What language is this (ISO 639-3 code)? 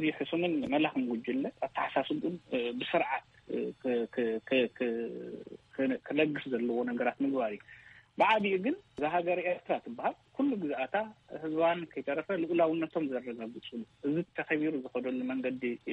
tir